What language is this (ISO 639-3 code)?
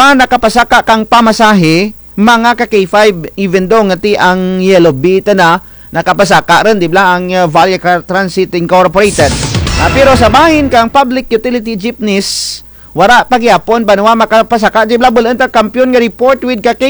krj